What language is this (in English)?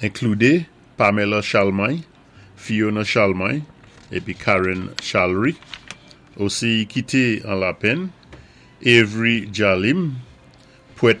Saint Lucian Creole French